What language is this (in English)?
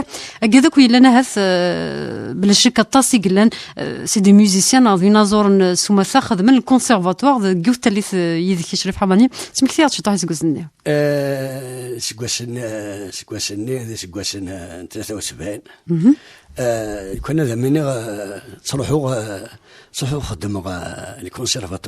Kabyle